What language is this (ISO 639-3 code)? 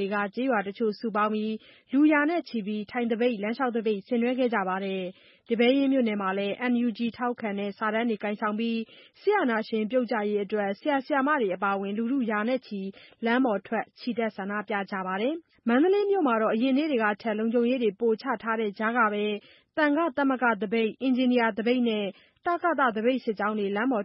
mya